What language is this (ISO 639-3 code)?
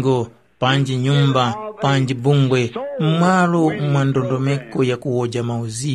tum